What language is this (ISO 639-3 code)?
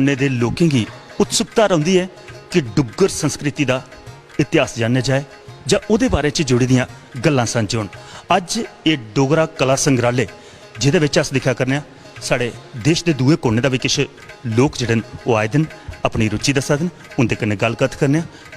doi